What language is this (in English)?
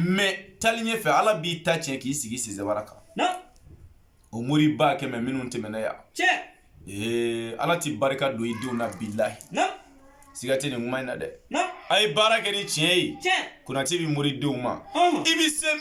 Bambara